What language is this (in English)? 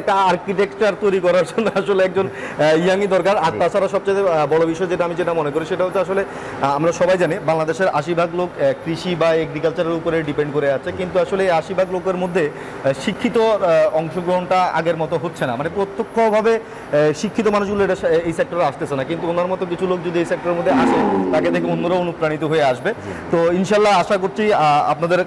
Bangla